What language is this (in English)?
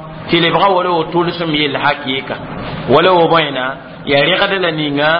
Mossi